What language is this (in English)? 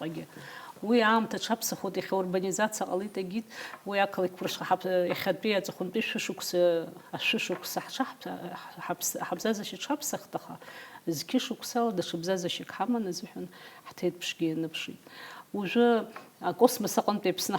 Abkhazian